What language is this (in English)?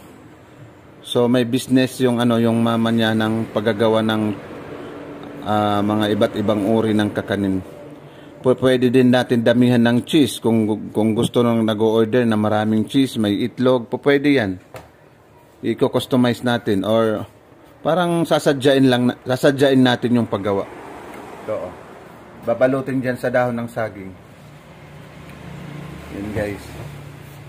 Filipino